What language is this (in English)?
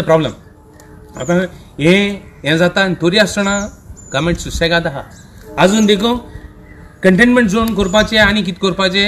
Konkani